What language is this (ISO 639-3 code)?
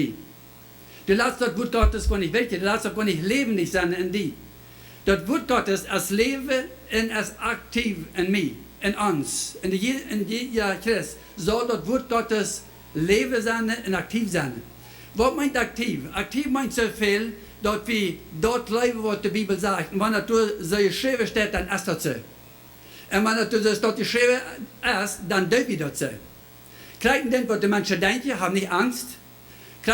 pdt